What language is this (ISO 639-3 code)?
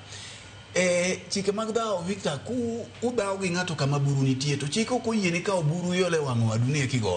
luo